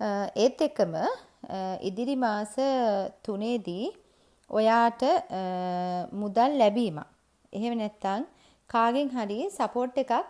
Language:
Sinhala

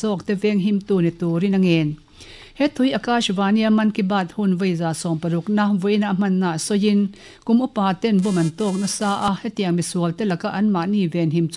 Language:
Mizo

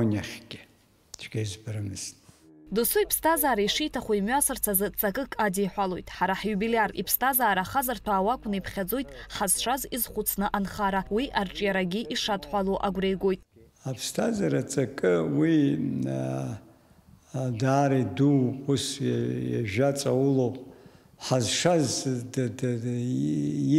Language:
Abkhazian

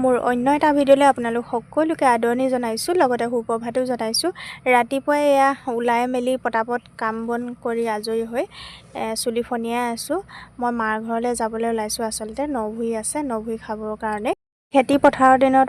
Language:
Assamese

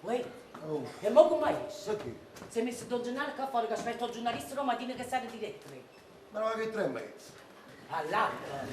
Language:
Neapolitan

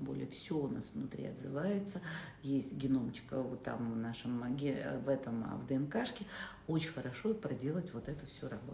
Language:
Russian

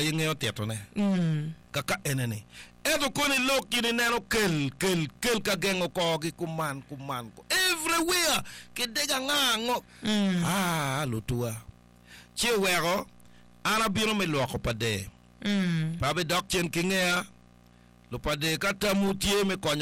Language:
Acoli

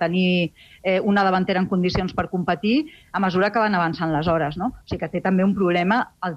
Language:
Catalan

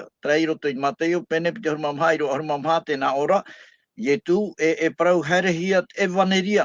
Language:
Tahitian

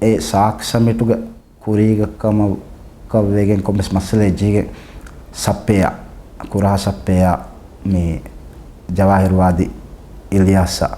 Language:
Divehi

